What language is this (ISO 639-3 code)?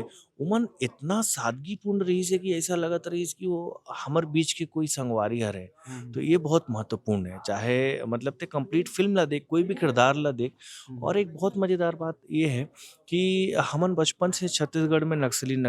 hne